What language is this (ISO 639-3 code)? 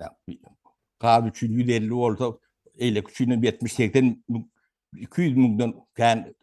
tuk